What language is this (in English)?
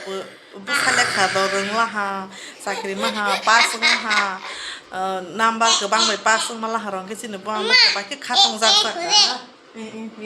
Kok Borok